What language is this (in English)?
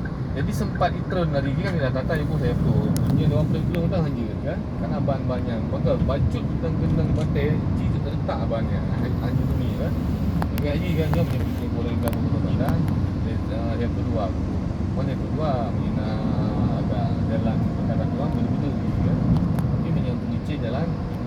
Achinese